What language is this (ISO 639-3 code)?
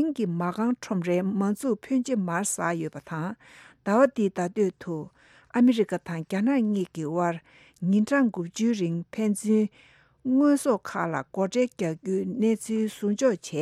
bod